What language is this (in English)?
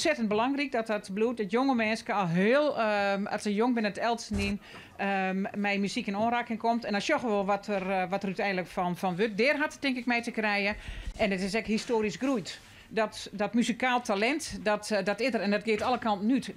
Western Frisian